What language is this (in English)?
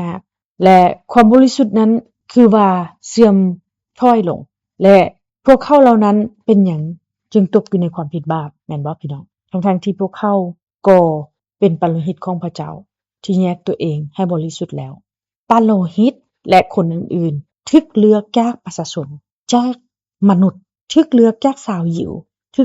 Lao